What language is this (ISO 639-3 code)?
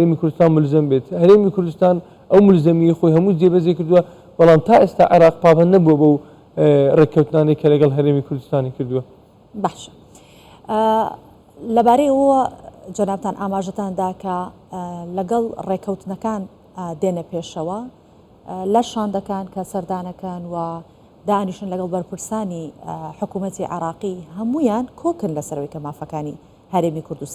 ckb